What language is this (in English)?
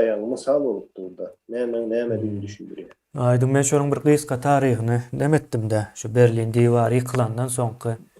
Turkmen